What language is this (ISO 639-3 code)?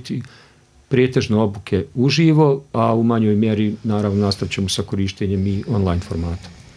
bos